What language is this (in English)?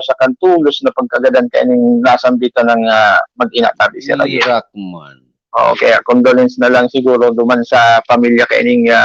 Bikol